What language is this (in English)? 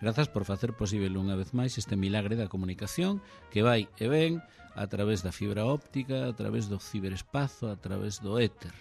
Galician